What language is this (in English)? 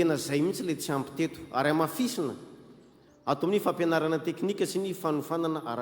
Malagasy